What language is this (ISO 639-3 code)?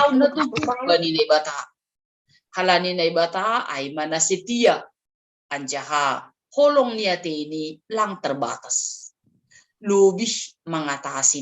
bts